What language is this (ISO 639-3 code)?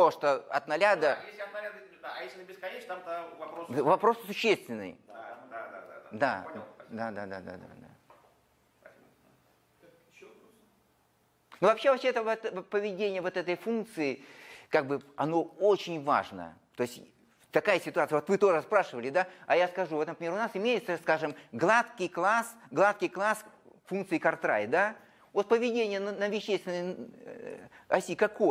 rus